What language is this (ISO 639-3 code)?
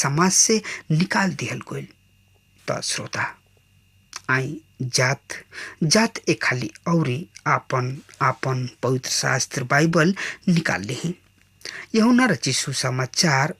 bho